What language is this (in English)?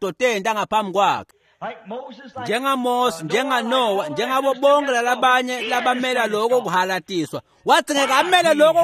Swati